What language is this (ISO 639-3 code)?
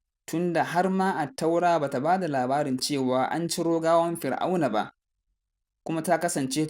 hau